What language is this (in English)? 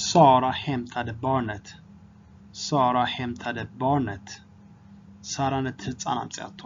Tigrinya